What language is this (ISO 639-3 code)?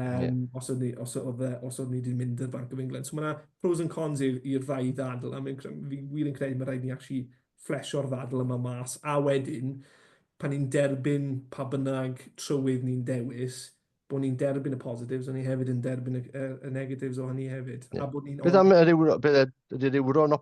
cym